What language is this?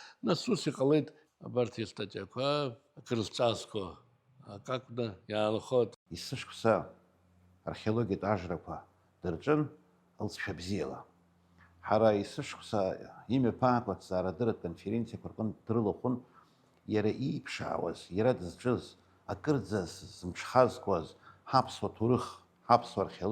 Abkhazian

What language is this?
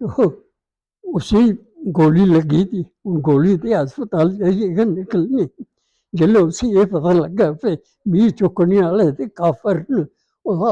Dogri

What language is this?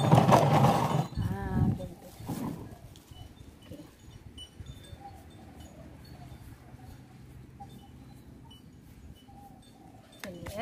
Malay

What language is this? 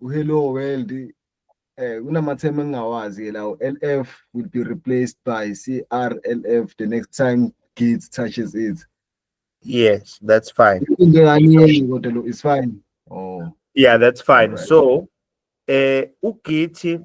Zulu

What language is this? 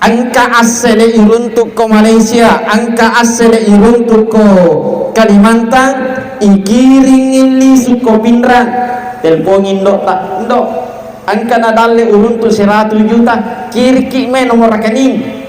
Buginese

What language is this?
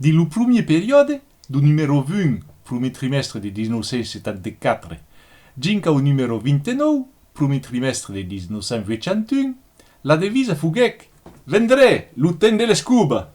Occitan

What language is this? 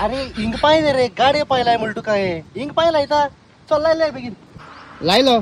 Konkani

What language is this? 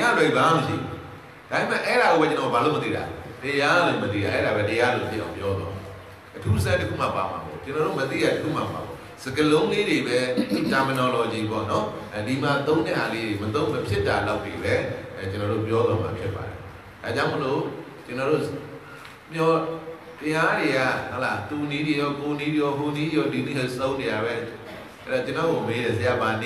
Burmese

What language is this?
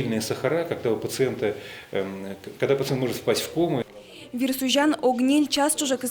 Udmurt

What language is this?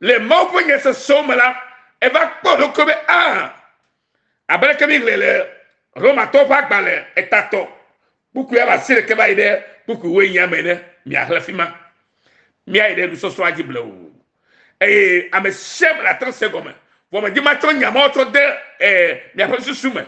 Ewe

